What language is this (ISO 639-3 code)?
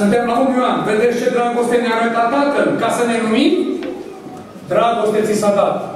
ron